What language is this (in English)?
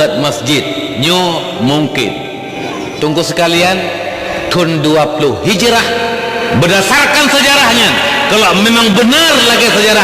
Achinese